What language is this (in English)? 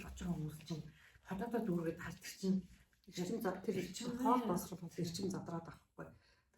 Mongolian